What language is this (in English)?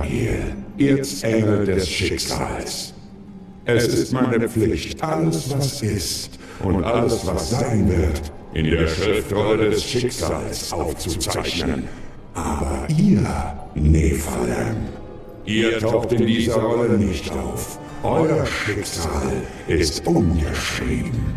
Swiss German